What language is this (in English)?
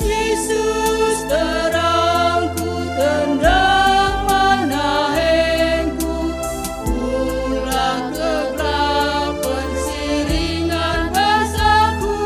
Batak Karo